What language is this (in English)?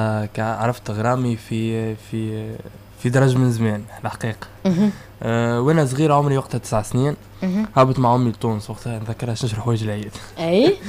Tunisian Arabic